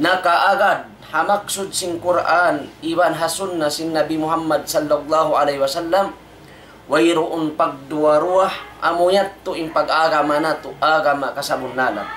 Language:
Tausug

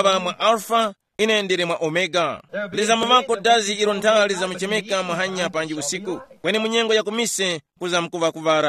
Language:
Tumbuka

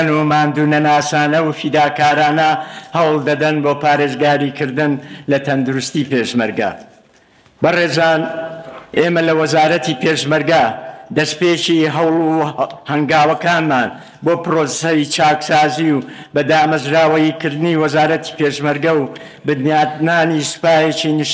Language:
Central Kurdish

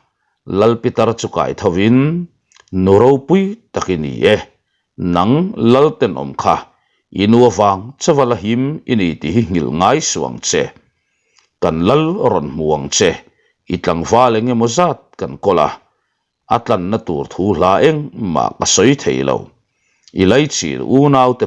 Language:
Mizo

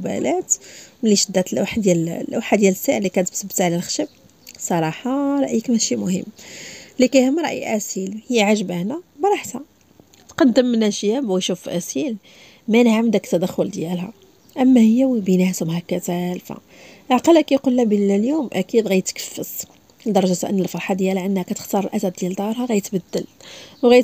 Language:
Moroccan Arabic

